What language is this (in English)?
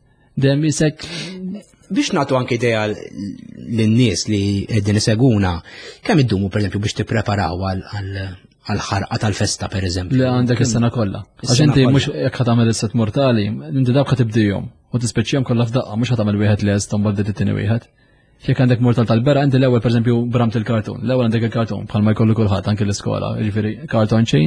Maltese